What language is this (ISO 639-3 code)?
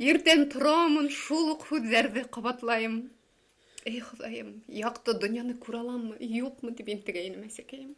bak